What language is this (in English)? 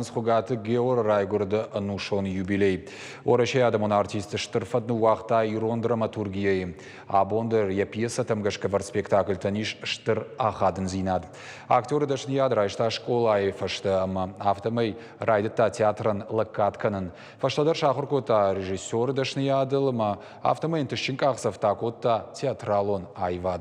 Ossetic